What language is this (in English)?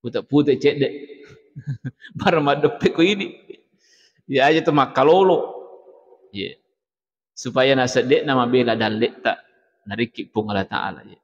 Buginese